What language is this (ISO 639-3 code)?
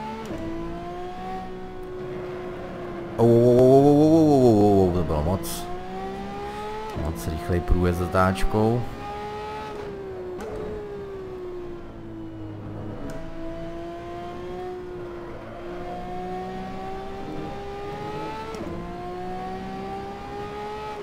ces